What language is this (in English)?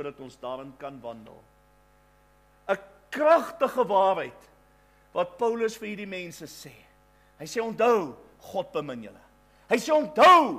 Afrikaans